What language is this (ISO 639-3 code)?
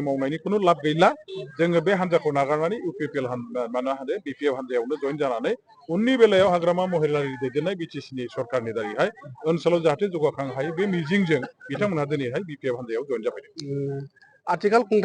brx